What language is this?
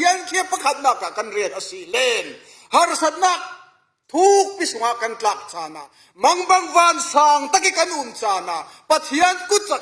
Falam Chin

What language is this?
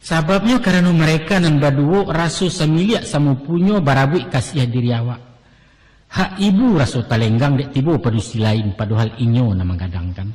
Minangkabau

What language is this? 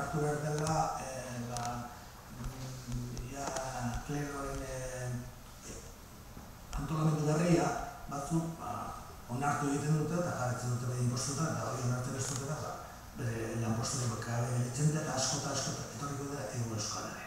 Basque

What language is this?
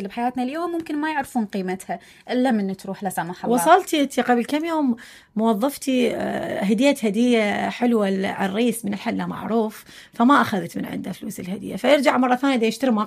Mesopotamian Arabic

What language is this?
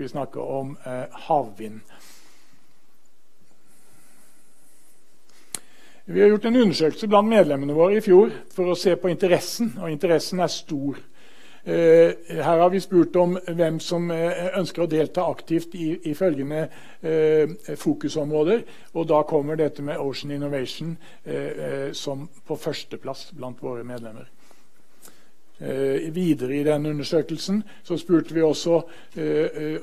Norwegian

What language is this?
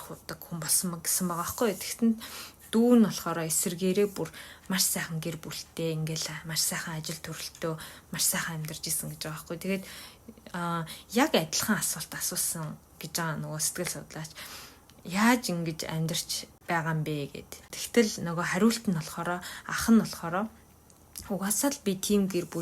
Mongolian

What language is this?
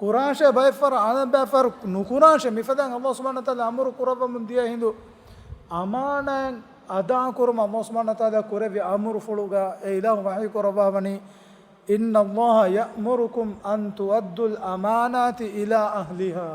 Divehi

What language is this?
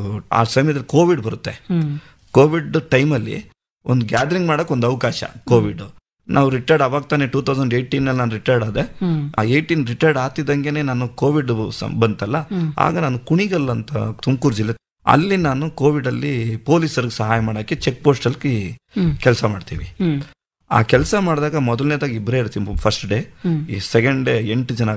Kannada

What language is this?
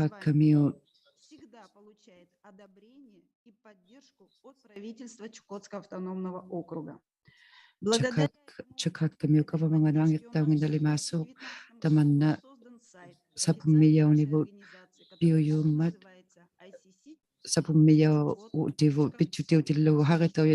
Inuktitut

